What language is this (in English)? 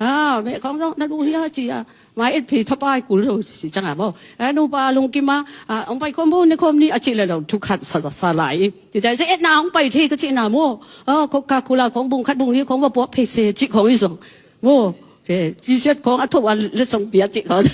Tedim Chin